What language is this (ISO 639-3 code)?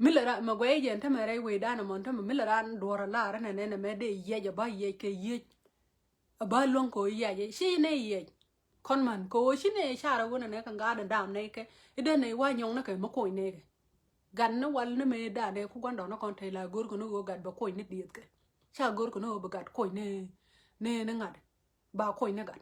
nus